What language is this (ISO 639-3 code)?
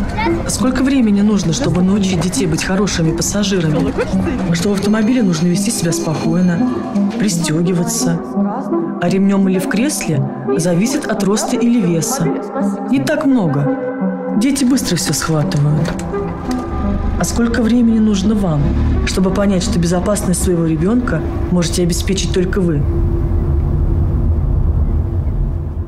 rus